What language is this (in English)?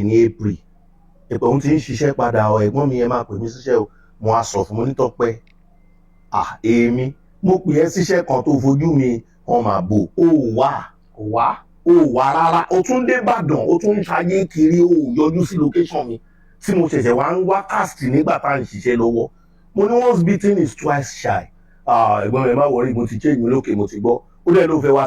Yoruba